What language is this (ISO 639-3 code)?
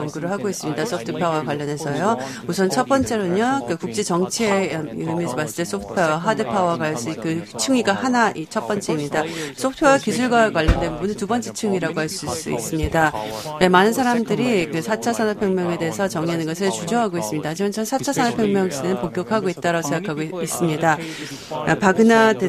kor